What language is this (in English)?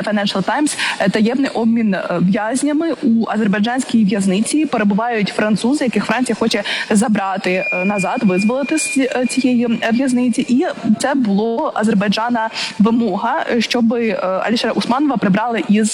Ukrainian